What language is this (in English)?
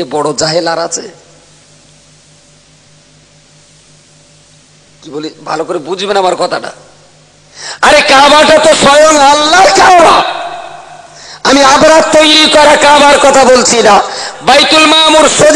Bangla